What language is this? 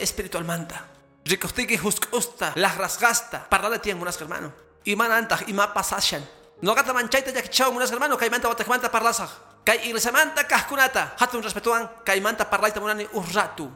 Quechua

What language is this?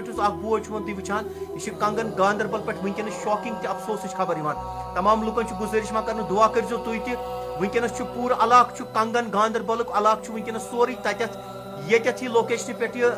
Kashmiri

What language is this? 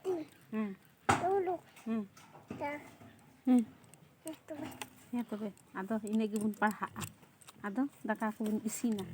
Santali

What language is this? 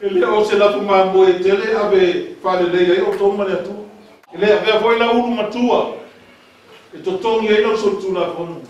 Samoan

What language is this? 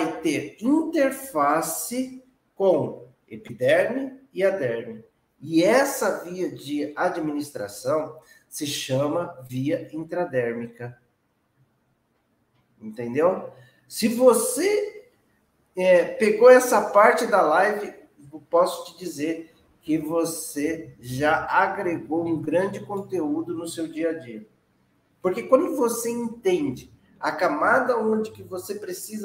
Portuguese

